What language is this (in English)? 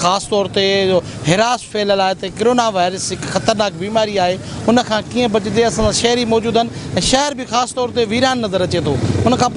Sindhi